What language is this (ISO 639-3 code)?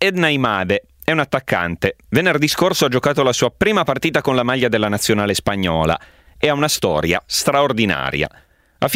ita